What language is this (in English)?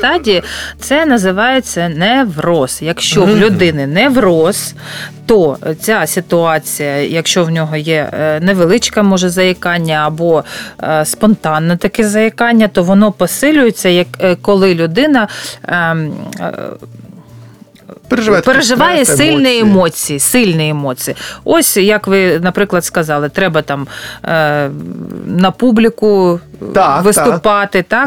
Ukrainian